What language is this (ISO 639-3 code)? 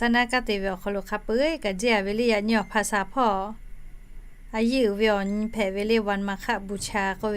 lhu